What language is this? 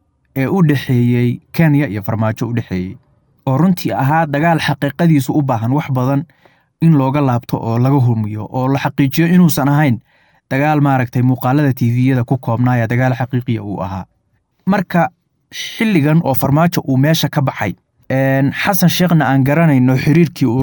Somali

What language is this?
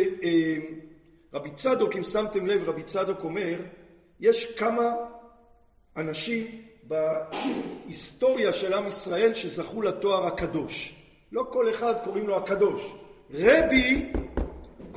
Hebrew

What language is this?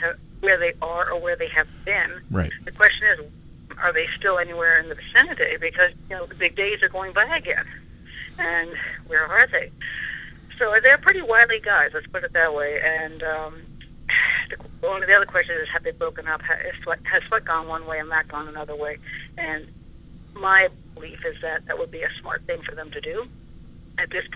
English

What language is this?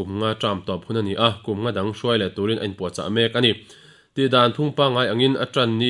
Mizo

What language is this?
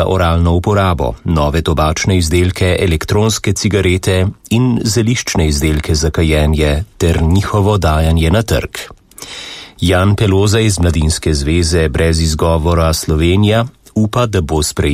Slovenian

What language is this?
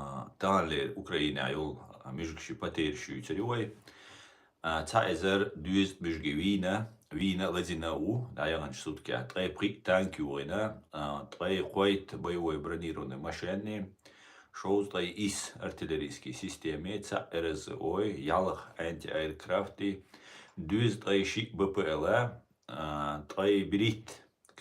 Chechen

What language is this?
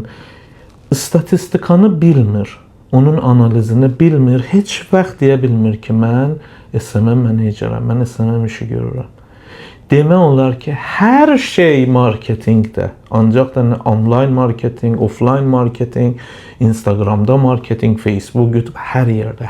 Azerbaijani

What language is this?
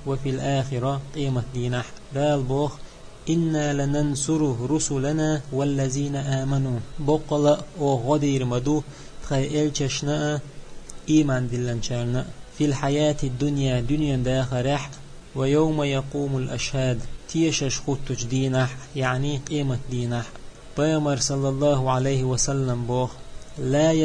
Chechen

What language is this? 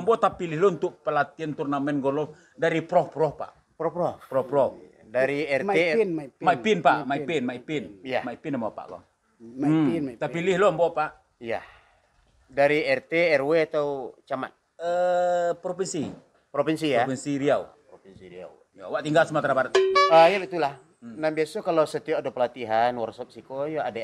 Minangkabau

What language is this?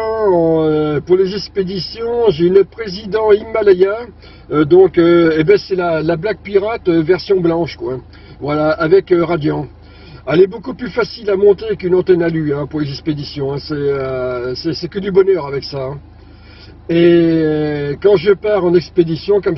French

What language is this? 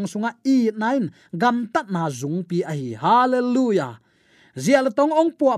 Tedim Chin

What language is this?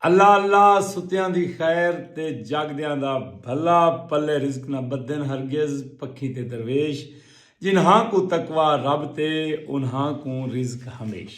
Saraiki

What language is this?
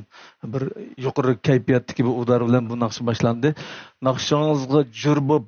Uyghur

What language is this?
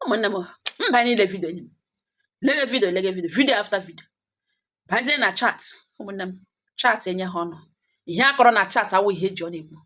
Igbo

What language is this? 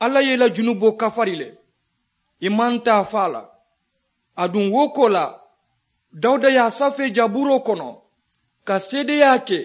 Mandingo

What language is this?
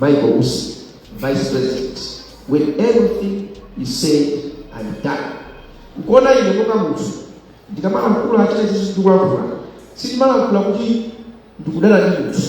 Nyanja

